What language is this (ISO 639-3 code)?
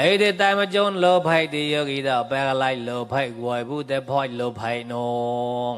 mnw